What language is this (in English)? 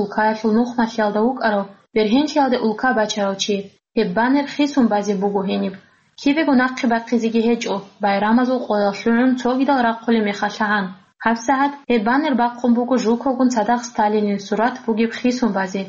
Avaric